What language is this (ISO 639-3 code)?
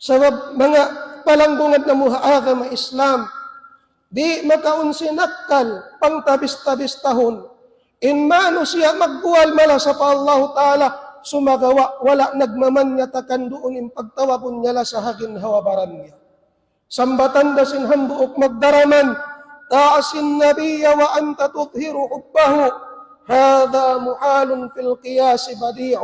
tsg